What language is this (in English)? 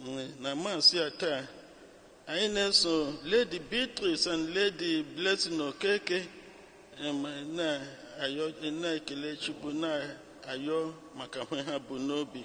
Igbo